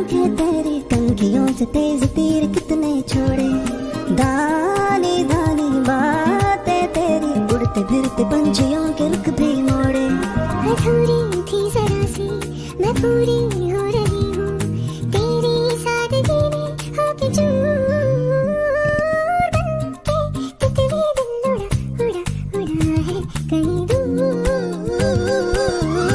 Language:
Hindi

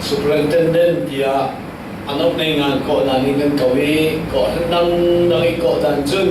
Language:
Falam Chin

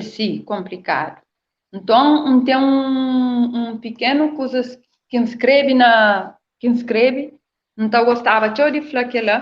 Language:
Kabuverdianu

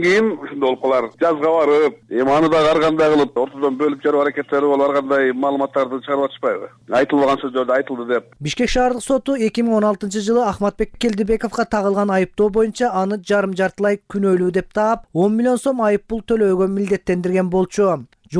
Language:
Kyrgyz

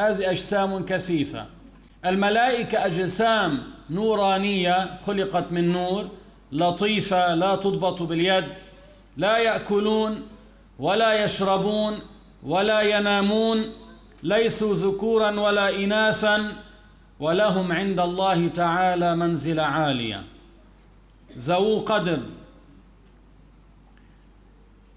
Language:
Arabic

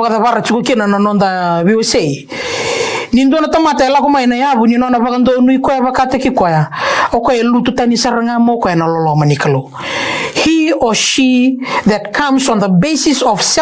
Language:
Fijian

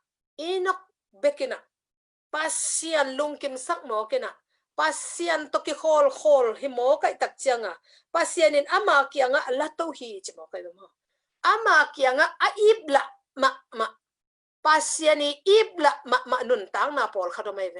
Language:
Tedim Chin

